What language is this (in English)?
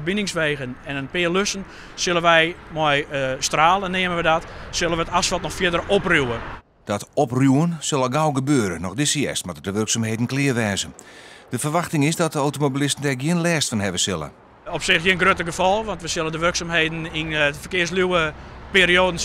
Western Frisian